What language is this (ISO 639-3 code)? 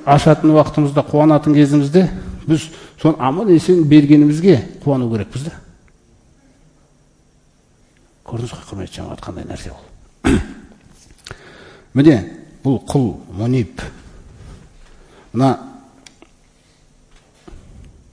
kaz